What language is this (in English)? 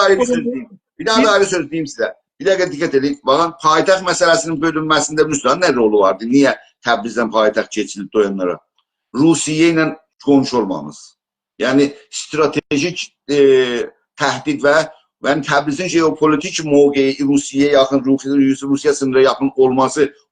South Azerbaijani